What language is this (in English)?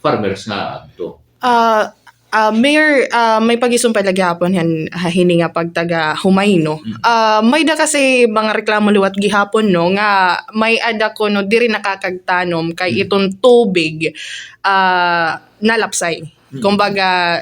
Waray